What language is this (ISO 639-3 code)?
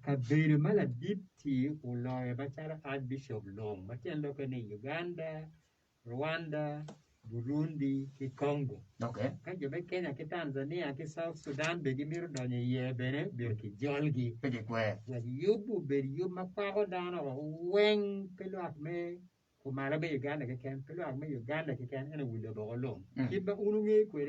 ach